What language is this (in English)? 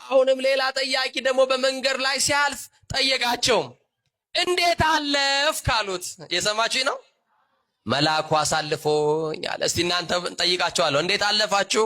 Amharic